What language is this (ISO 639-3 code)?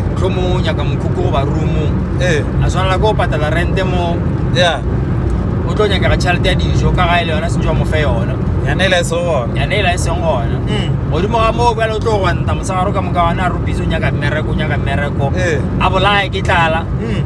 nso